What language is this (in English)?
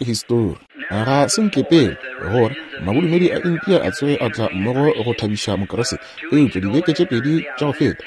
Northern Sotho